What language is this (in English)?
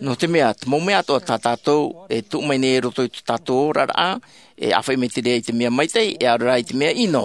Tahitian